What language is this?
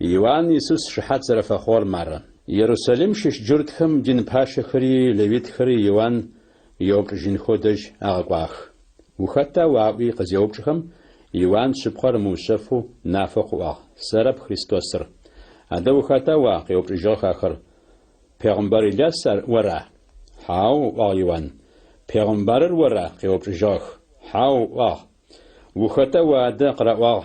Adyghe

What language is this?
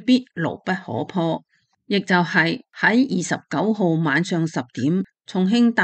Cantonese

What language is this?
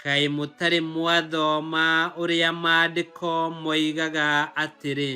Kikuyu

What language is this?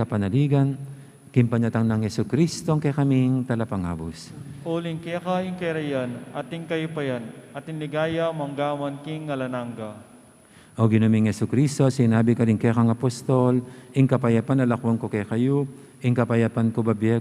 Pampanga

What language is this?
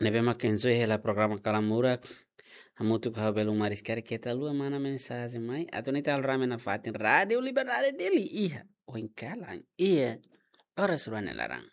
Tetum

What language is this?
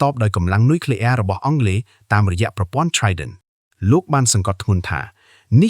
Khmer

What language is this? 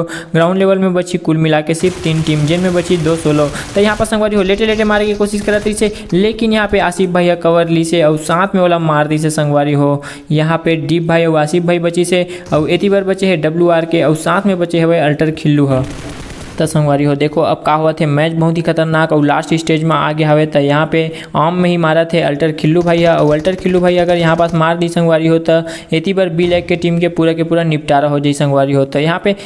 Chhattisgarhi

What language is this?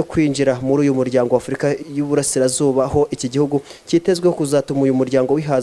Kinyarwanda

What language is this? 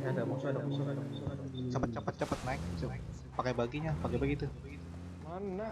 Banjar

